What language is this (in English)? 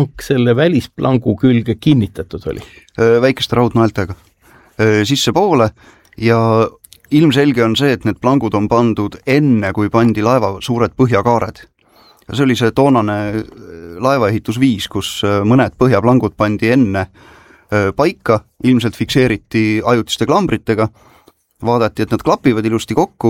Estonian